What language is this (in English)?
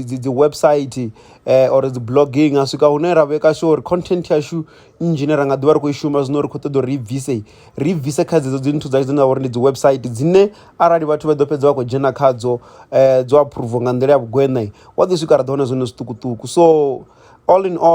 Venda